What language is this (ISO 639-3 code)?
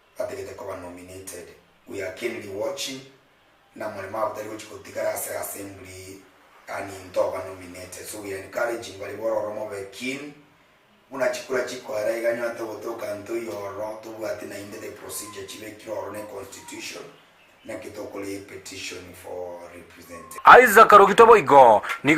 guz